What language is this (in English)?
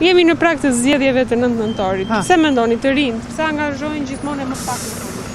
Albanian